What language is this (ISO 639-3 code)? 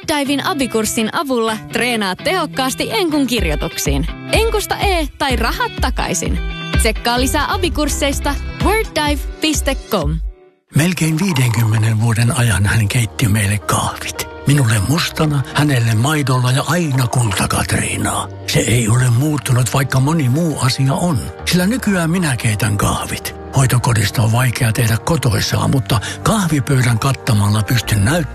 fin